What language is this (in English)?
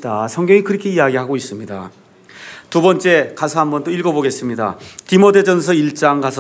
Korean